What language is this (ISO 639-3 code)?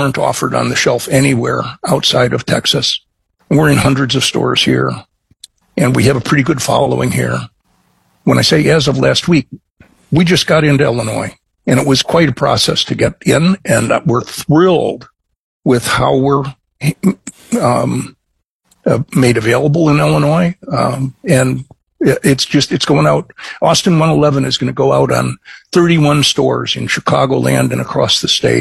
eng